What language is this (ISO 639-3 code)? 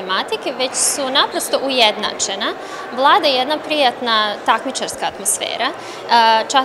srp